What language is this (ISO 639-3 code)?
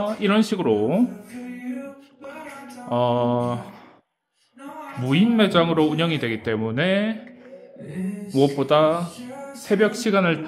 kor